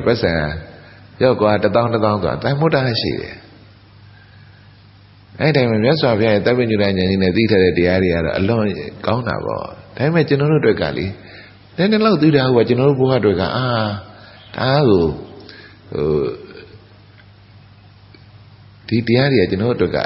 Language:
Burmese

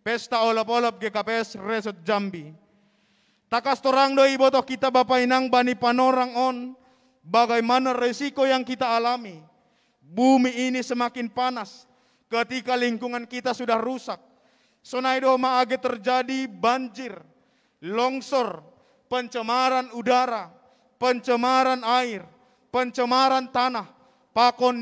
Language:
Batak Simalungun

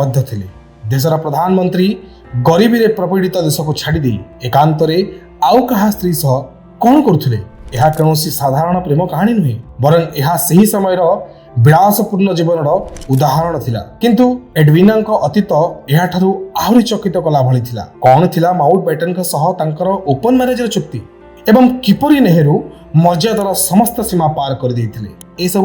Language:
Odia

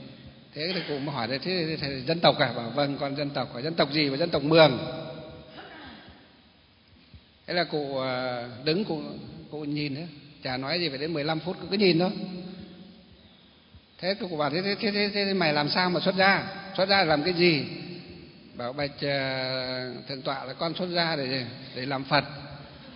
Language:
Vietnamese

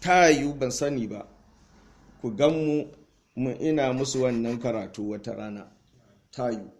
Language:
Hausa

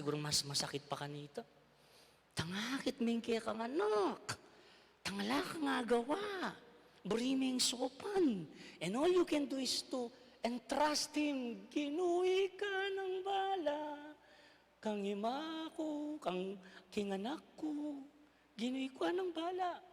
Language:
Pampanga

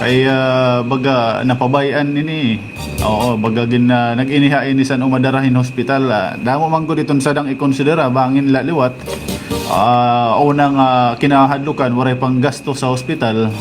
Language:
Waray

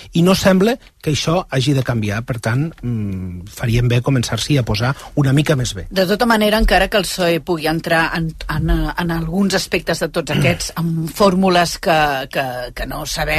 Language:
Catalan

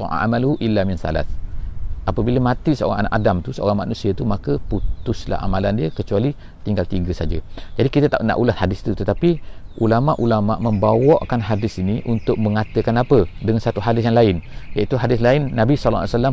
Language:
Malay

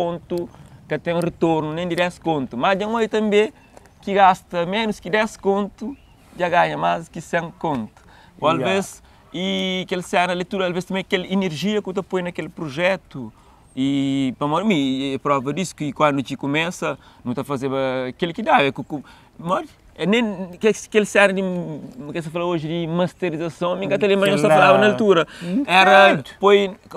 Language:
Kabuverdianu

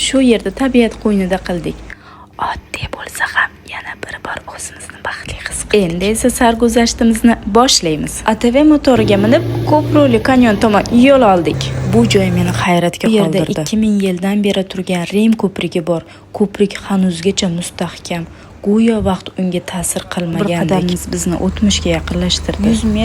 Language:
Uzbek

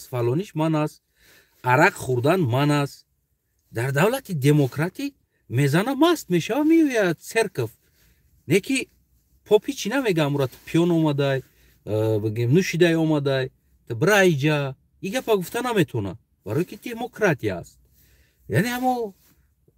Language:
Tajik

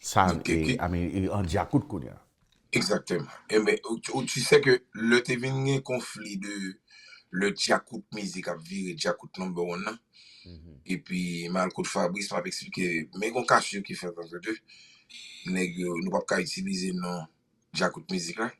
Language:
Haitian Creole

